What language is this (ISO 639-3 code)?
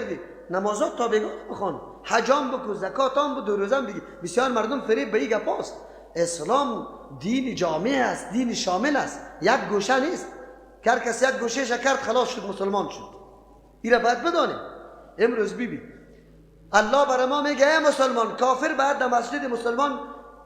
fas